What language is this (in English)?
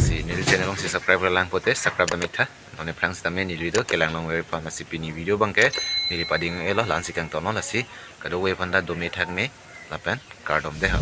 Karbi